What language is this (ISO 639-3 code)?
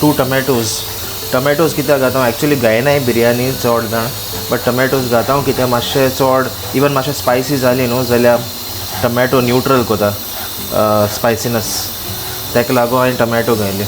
kok